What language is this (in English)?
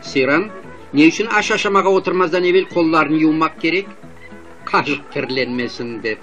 Crimean Tatar